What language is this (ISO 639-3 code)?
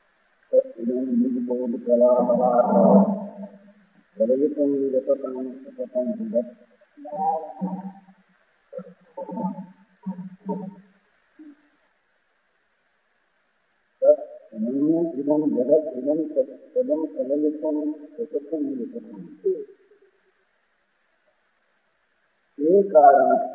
guj